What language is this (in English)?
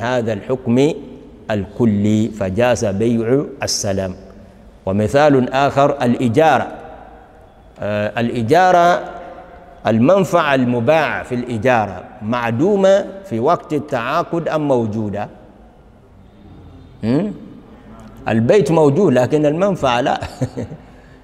Arabic